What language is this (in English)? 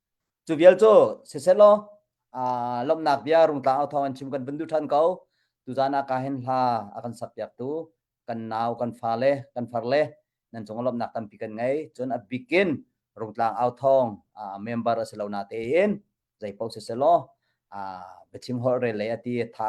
Hakha Chin